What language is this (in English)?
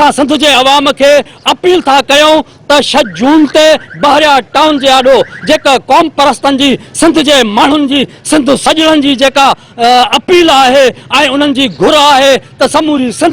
Sindhi